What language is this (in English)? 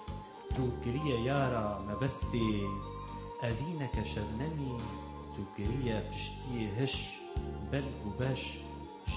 Kurdish